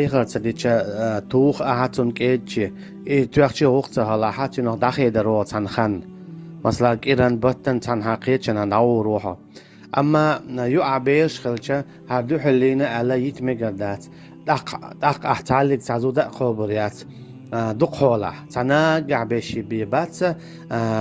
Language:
Chechen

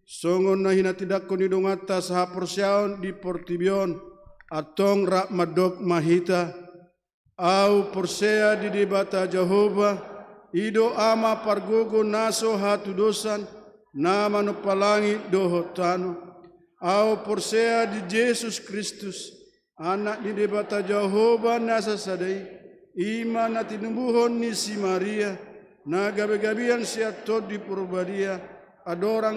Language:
Batak Toba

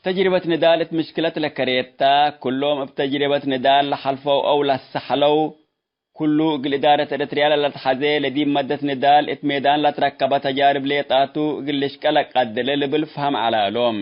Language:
Tigre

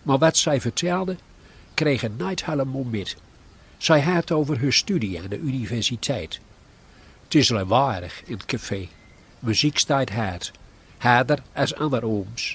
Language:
Gronings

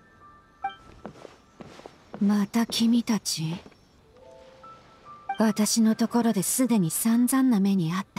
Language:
Japanese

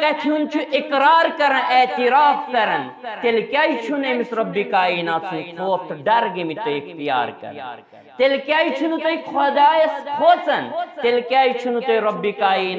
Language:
Kashmiri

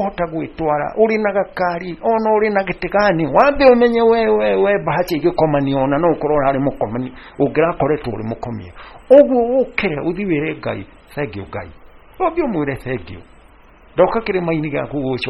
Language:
Kikuyu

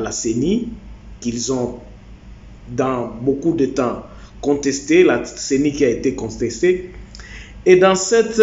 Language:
French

